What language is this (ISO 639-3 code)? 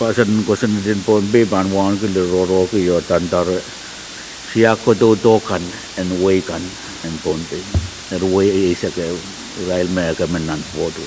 pon